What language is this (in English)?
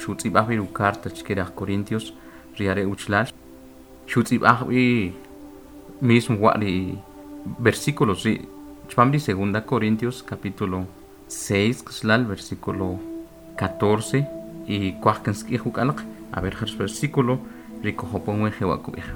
Kʼicheʼ